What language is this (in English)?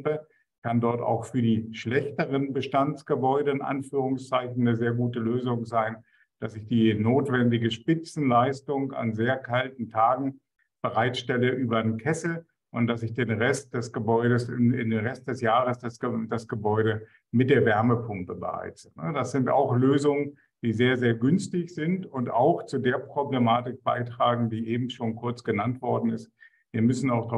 German